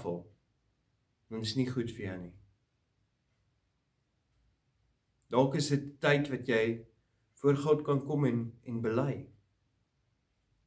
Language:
Afrikaans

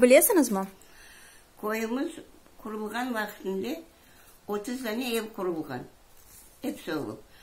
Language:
Crimean Tatar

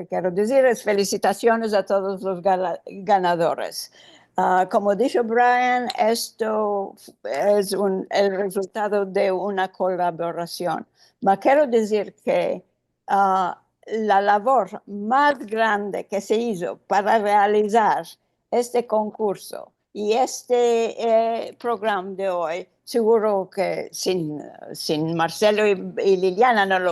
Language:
Ladino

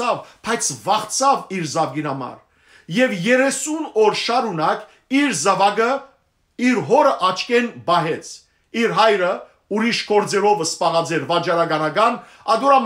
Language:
Western Armenian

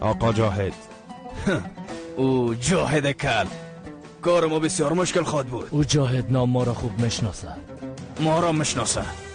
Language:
Persian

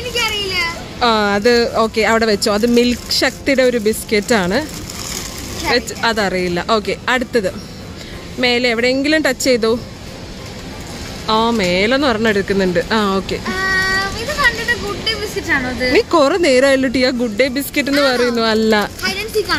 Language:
Malayalam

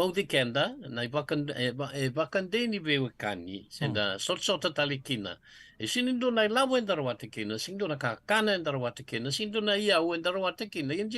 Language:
Fijian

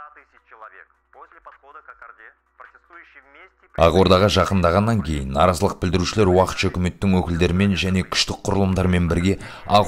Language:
Kazakh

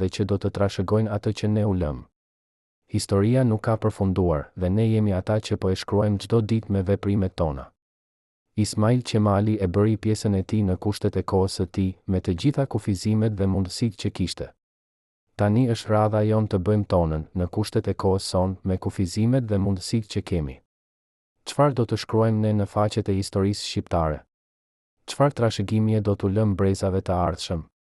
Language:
Albanian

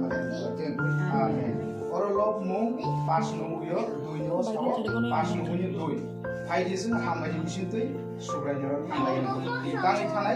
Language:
Kok Borok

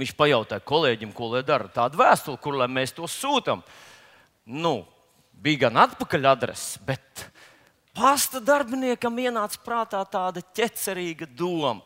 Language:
Latvian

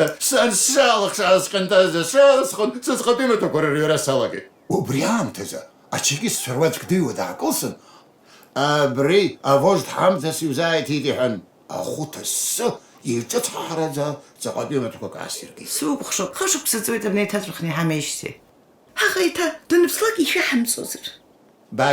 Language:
Abkhazian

